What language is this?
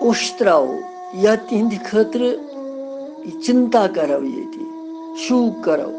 Kashmiri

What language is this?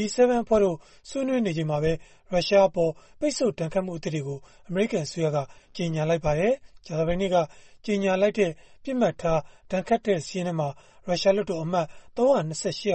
Burmese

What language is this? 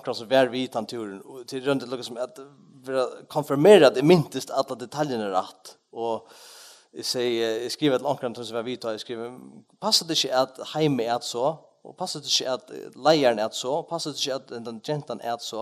Faroese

